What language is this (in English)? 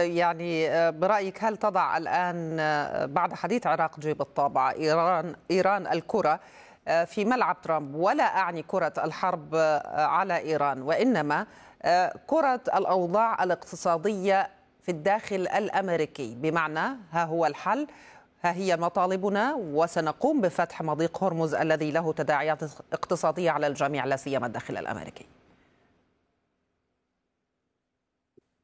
Arabic